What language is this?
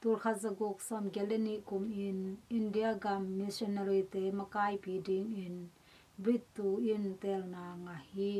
Tedim Chin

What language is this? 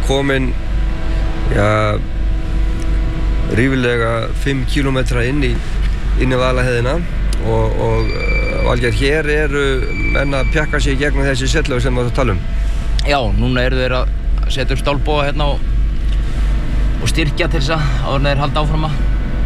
Icelandic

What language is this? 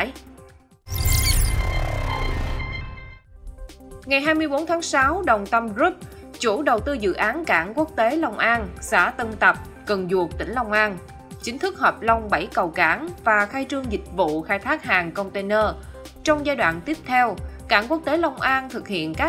Vietnamese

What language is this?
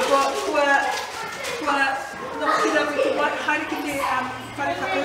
Māori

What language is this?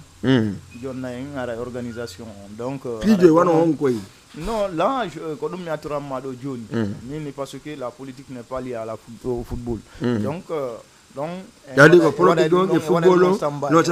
Fula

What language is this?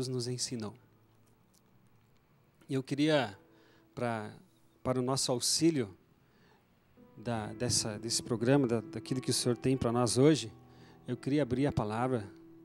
Portuguese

